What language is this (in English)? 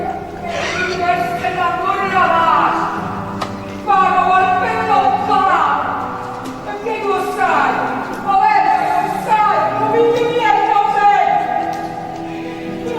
Neapolitan